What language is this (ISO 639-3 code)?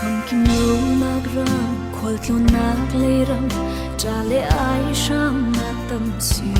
cfm